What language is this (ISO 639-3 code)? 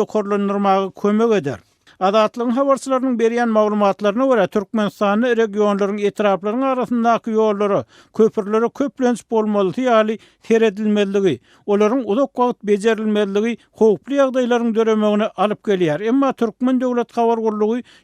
tuk